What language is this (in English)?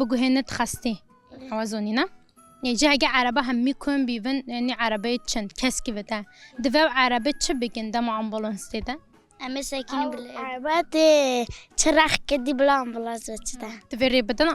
Kurdish